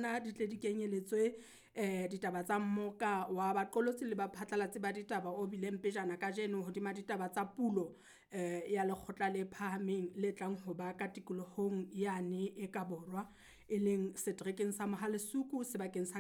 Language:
Southern Sotho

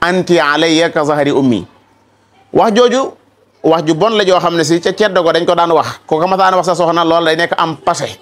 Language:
Wolof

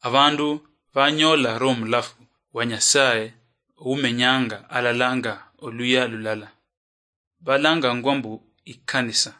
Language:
Luyia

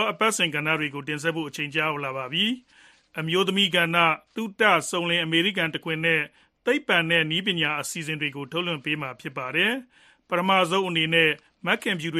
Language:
Burmese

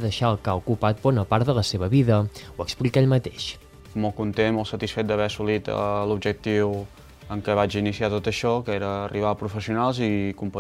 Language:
Catalan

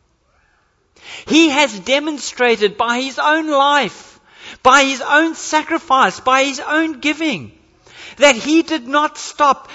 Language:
English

